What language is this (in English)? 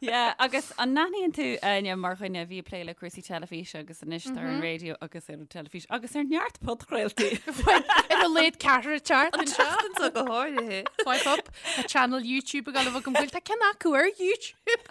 Irish